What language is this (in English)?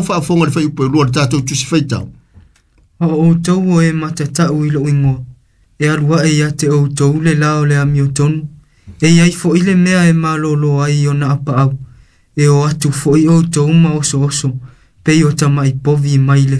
Samoan